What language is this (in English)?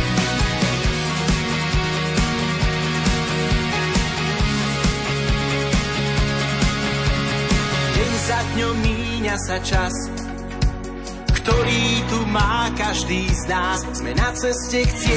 Slovak